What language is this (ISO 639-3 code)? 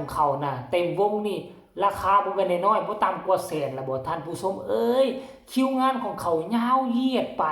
tts